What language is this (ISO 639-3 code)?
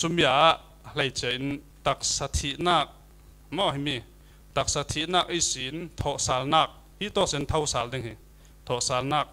cfm